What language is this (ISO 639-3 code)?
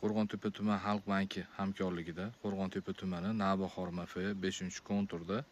uzb